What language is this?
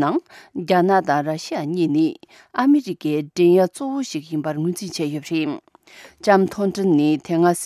Tibetan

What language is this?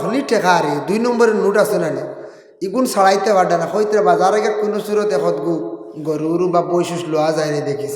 Sylheti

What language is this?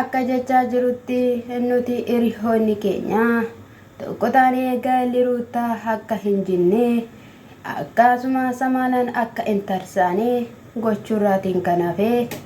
Oromo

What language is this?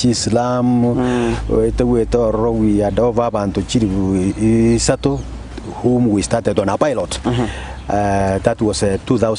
Gusii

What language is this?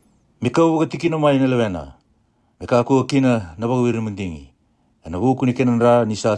Fijian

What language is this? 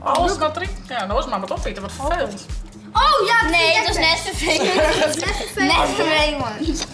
Western Frisian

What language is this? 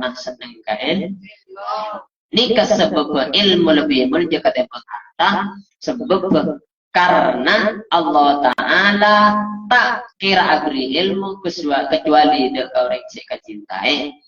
Madurese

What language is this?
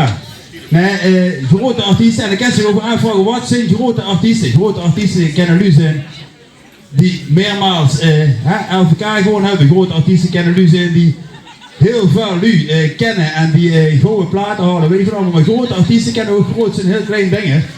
Limburgish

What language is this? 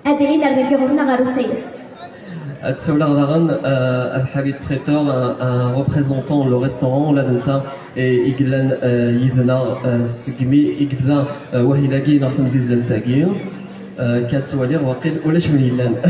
Kabyle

